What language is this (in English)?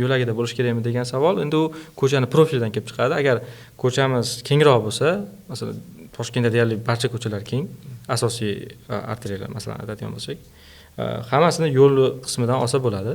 Uzbek